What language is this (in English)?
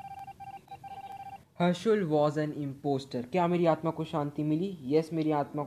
Hindi